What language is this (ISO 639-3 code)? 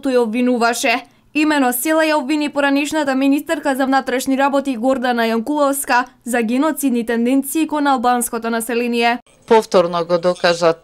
mkd